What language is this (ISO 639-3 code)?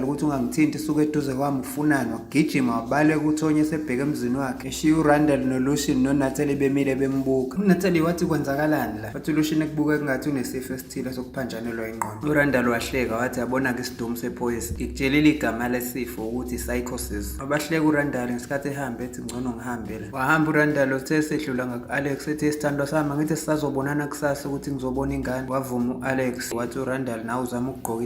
zul